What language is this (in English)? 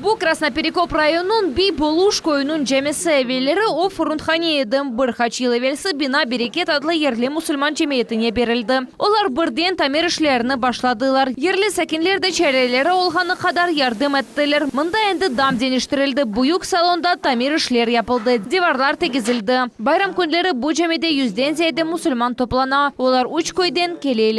Crimean Tatar